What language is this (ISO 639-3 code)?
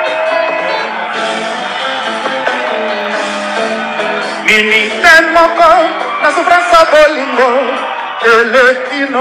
lin